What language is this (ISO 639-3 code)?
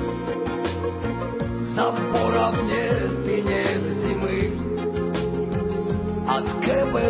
rus